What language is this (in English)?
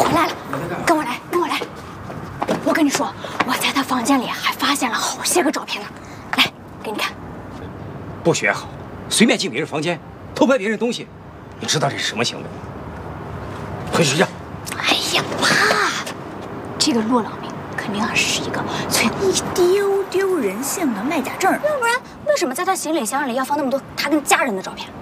Chinese